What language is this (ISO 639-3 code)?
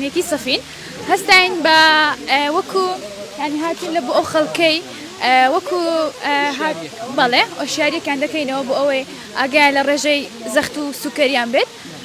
ckb